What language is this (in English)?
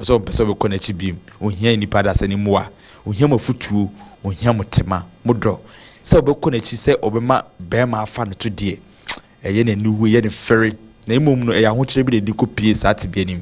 Akan